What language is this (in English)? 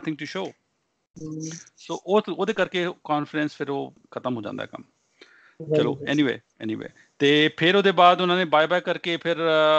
Punjabi